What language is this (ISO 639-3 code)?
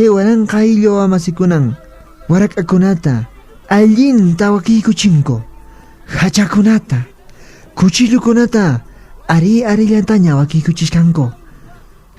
que